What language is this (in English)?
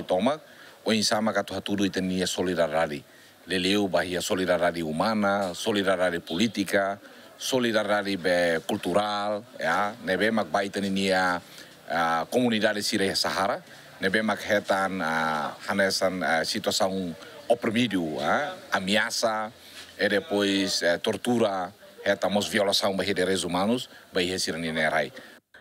Tetum